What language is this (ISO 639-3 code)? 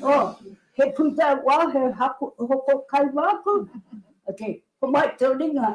mri